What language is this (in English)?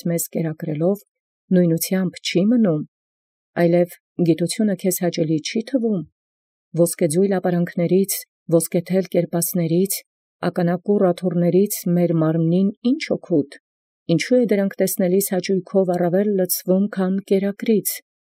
Armenian